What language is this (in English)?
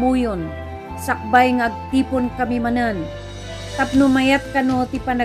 Iloko